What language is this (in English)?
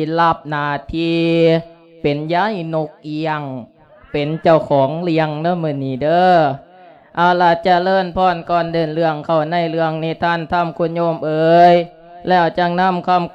Lao